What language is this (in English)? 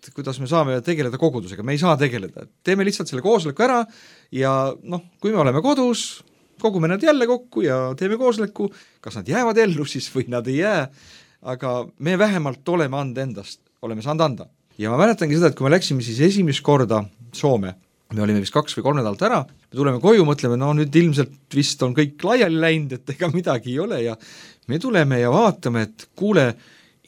Estonian